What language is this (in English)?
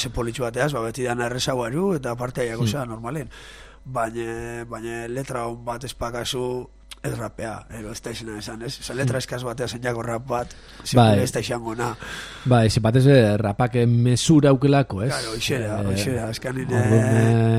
Basque